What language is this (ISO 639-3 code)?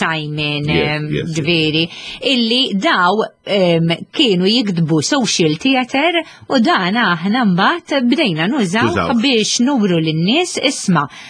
mlt